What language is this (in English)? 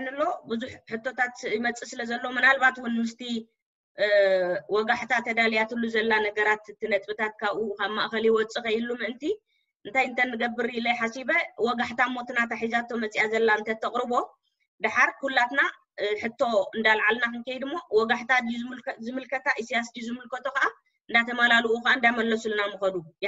Tigrinya